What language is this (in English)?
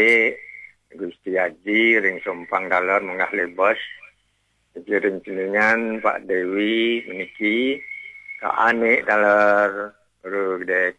Balinese